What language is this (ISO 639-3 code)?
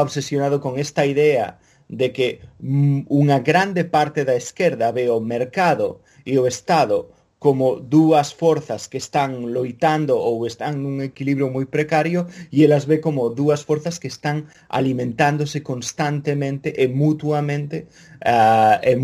glg